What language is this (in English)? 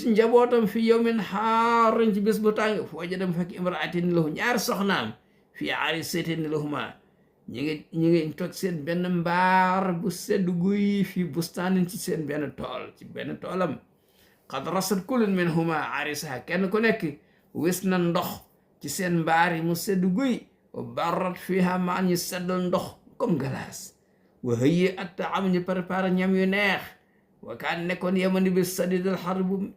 Wolof